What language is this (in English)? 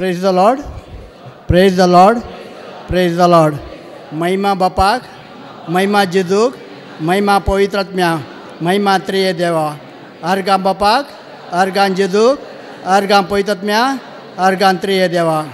Konkani